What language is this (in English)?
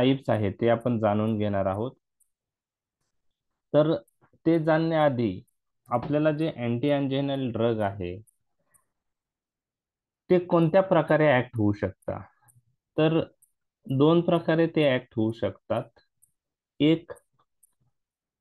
Marathi